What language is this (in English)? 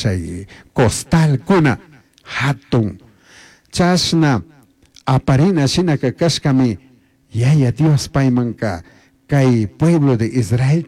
Chimborazo Highland Quichua